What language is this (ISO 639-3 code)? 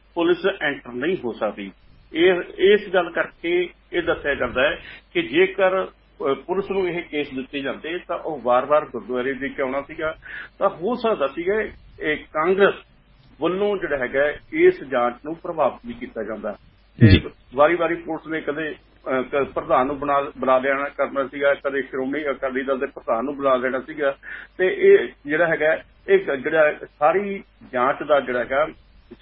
pan